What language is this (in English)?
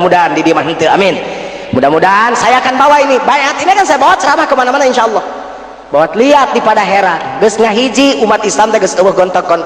Sundanese